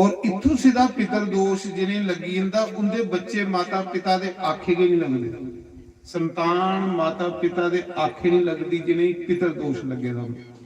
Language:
Dogri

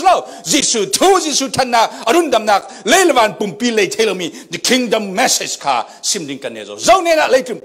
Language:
Falam Chin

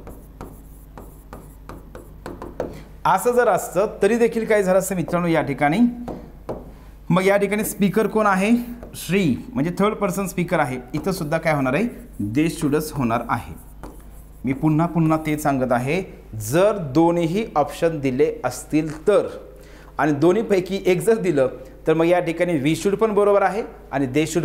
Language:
Marathi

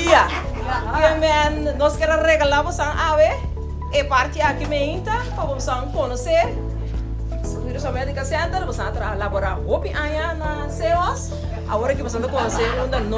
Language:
Papiamento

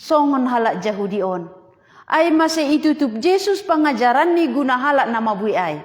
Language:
Batak Simalungun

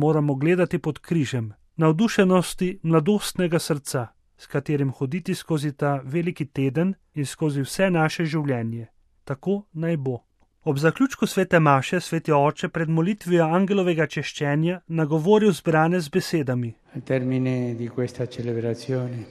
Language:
Slovenian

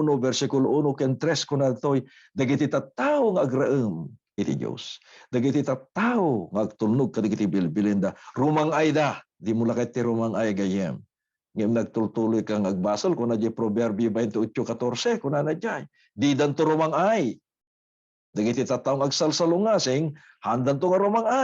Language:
Iloko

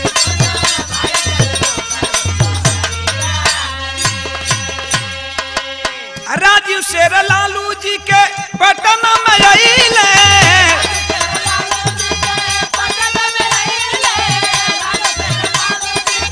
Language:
Bhojpuri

